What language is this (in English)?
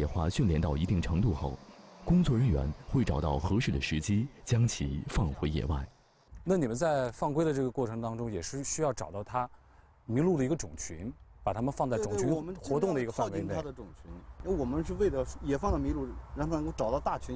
Chinese